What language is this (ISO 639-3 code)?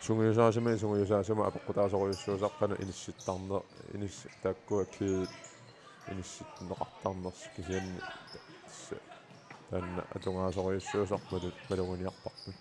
kal